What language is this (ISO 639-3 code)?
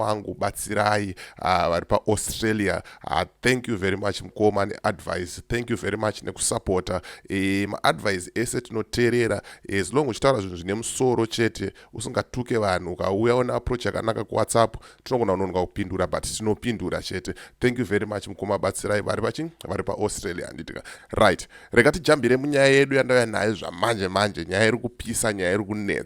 sna